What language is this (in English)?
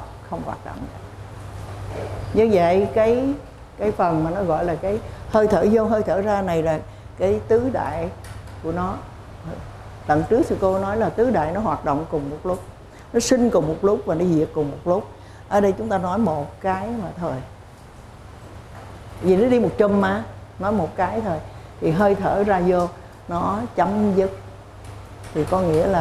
Vietnamese